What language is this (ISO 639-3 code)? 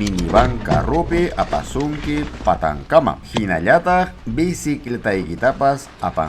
quy